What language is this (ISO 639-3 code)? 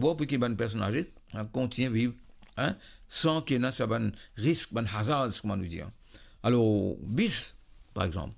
mfe